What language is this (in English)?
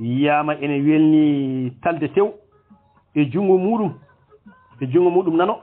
Fula